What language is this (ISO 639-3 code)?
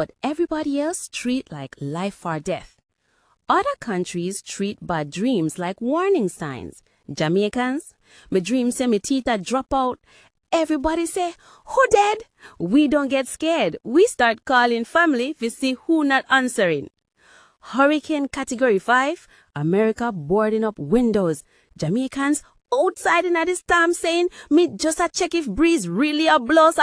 jam